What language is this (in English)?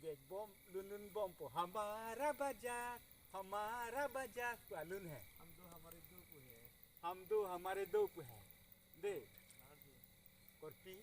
Karbi